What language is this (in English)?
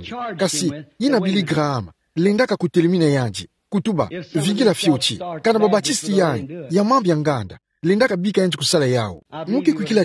Kituba (Democratic Republic of Congo)